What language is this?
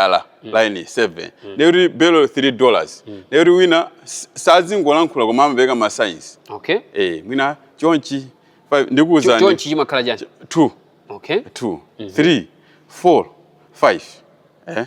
Nyanja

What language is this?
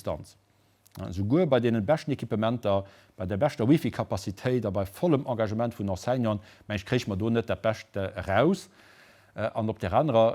Luxembourgish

